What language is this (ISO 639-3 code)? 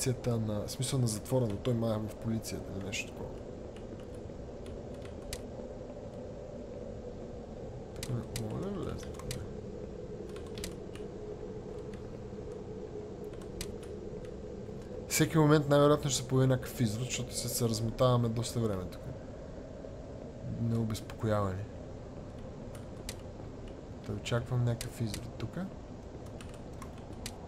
bul